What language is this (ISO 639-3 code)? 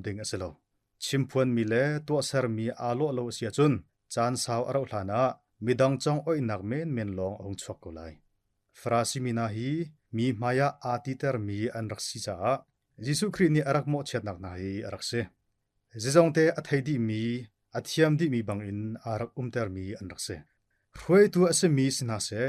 cnh